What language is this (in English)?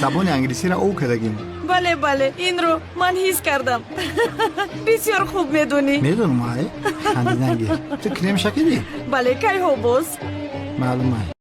Tajik